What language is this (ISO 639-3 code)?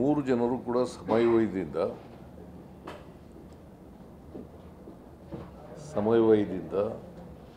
kan